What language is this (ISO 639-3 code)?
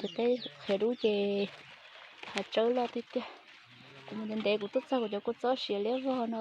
hmn